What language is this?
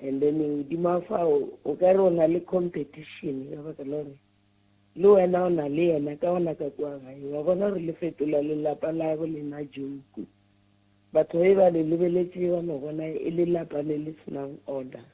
Northern Sotho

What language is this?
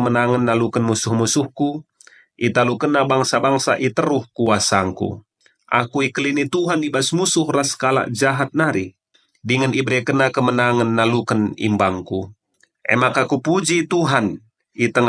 Batak Karo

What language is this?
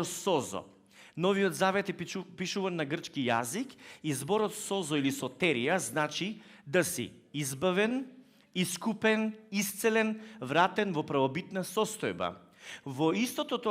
Macedonian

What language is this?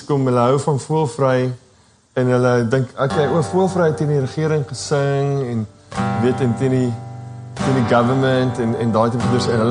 Afrikaans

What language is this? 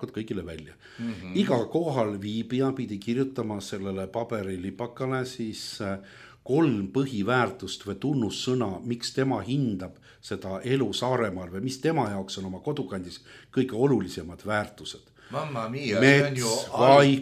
Estonian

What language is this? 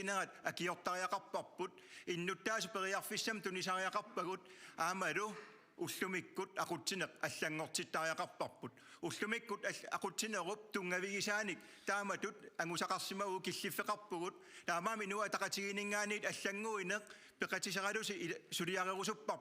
Kalaallisut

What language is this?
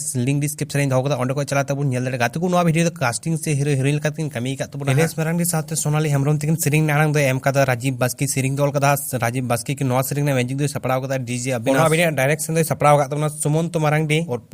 Santali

